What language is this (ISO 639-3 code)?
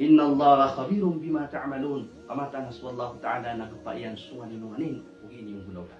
mrw